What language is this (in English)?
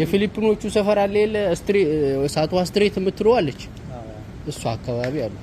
Amharic